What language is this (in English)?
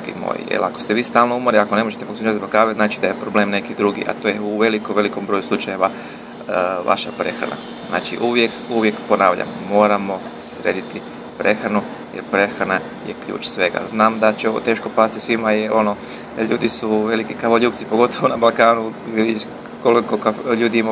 Croatian